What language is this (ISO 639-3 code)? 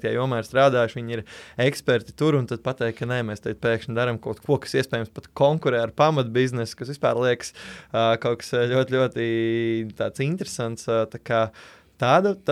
lav